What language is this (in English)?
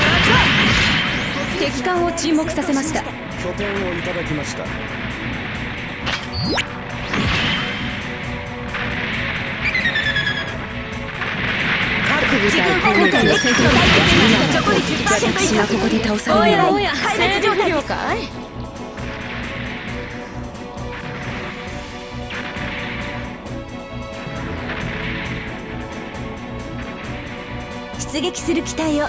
Japanese